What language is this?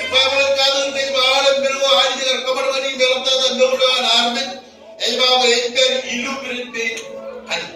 Marshallese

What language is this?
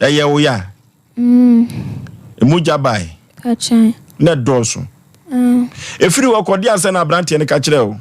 Akan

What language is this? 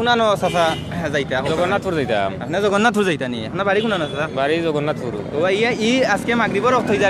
Sylheti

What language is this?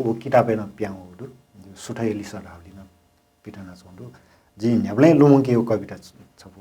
Newari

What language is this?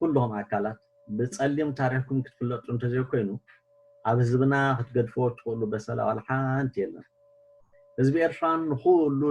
Tigrinya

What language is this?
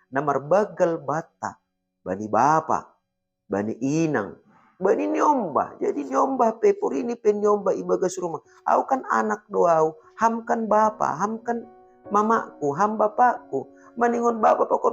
Batak Simalungun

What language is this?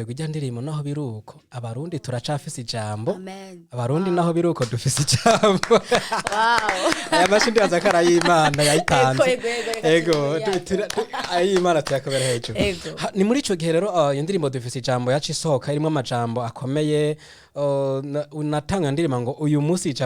Rundi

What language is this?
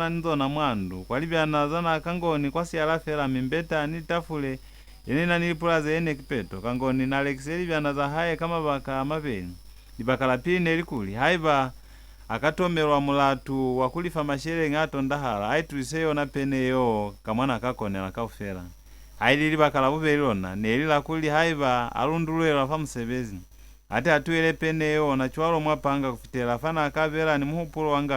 Lozi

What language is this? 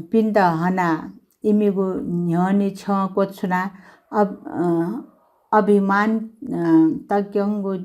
Newari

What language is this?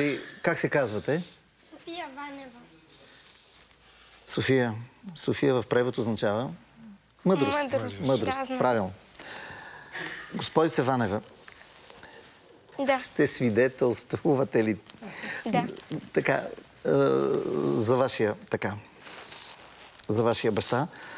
Bulgarian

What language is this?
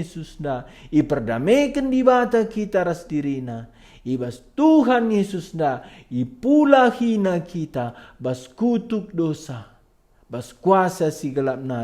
Batak Karo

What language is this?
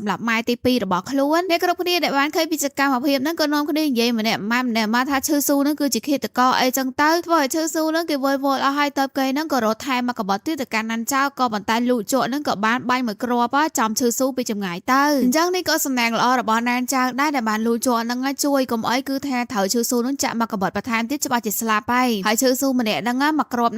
Khmer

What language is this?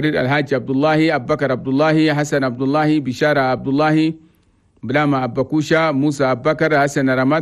Chadian Arabic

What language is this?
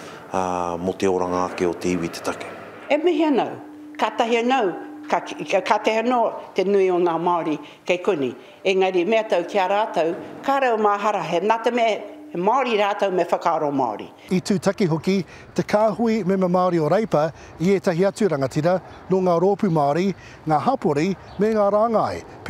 Māori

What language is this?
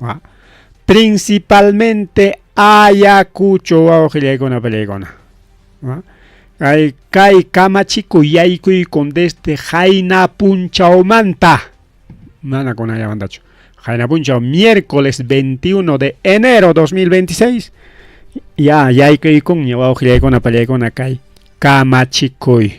Ayacucho Quechua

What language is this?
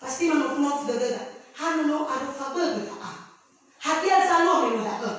Nias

